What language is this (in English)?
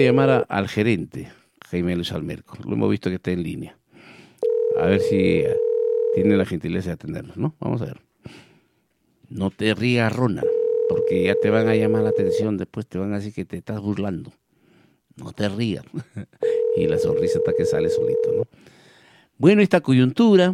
Spanish